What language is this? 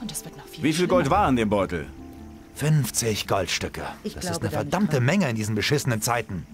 Bavarian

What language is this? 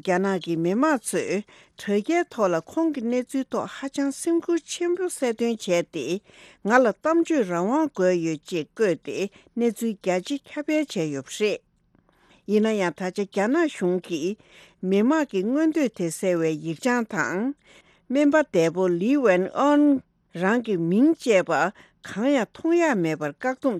Tibetan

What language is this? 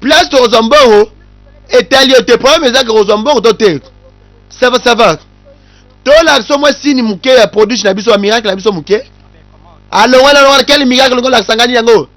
Lingala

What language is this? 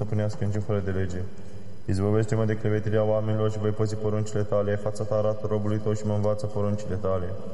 Romanian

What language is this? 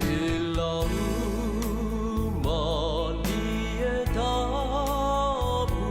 Tongan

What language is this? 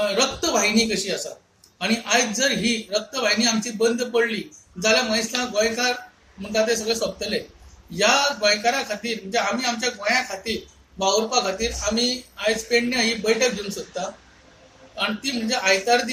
Konkani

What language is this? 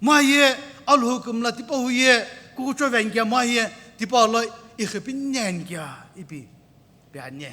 Sumi Naga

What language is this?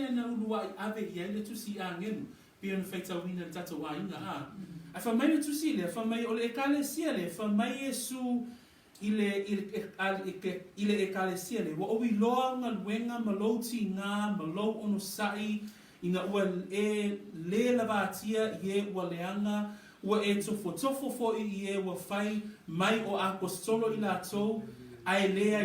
Samoan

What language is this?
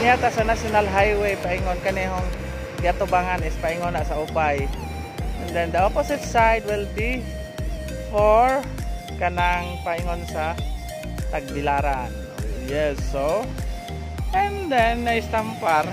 Cebuano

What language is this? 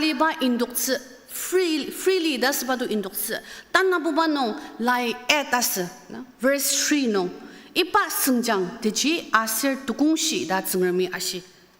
Ao Naga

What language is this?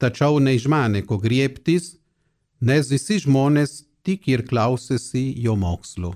Lithuanian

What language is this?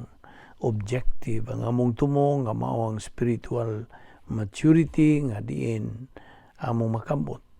Cebuano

